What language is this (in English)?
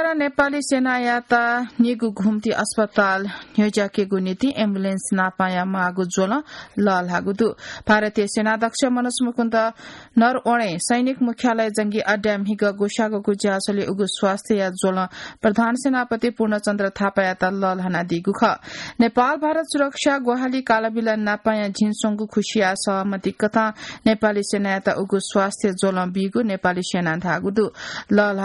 Newari